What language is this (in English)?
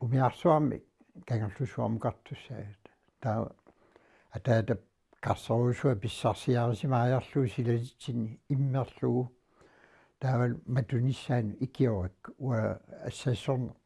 Kalaallisut